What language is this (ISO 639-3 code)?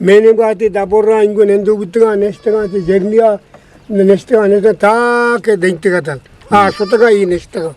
bgp